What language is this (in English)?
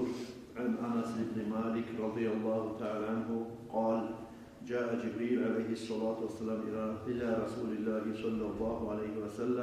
Kumyk